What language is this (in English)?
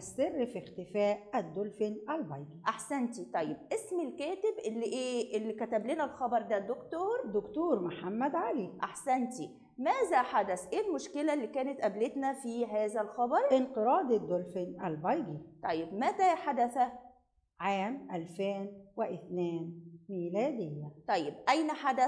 Egyptian Arabic